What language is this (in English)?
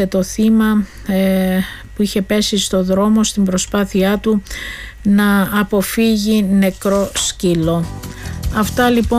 Greek